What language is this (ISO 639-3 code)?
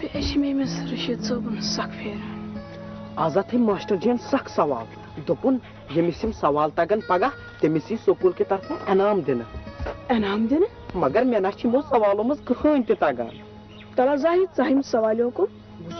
kas